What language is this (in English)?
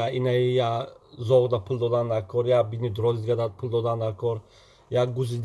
Tajik